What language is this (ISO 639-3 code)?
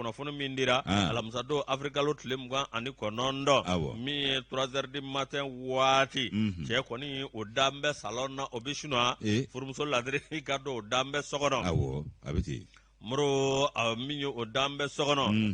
bam